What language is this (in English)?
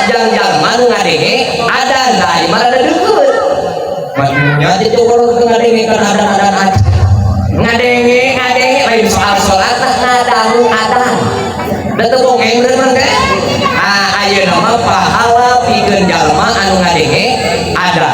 Sundanese